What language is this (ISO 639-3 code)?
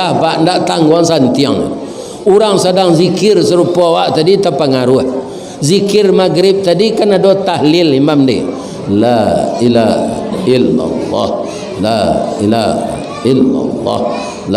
min